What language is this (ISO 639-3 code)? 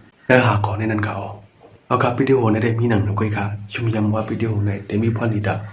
shn